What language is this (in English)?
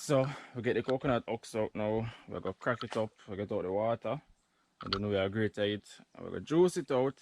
Jamaican Creole English